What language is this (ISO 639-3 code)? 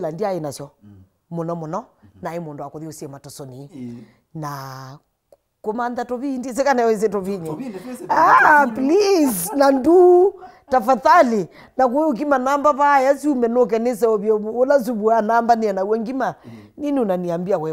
kam